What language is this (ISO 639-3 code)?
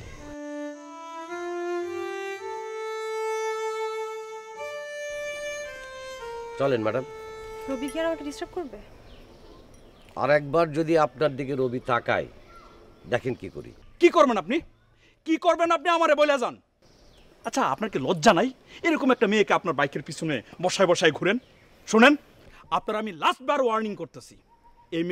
ben